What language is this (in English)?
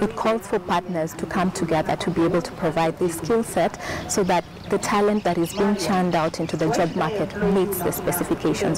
Kamba